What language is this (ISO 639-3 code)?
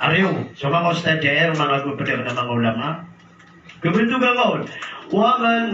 mrw